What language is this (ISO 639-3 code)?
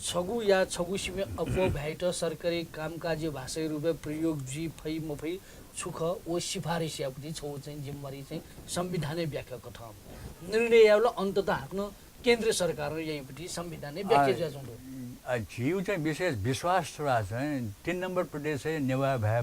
new